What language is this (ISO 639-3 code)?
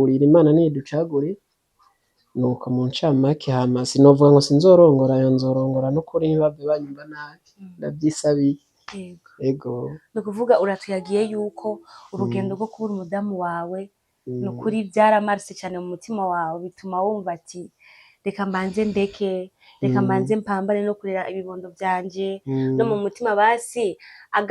run